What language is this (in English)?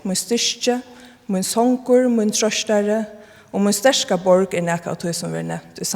Faroese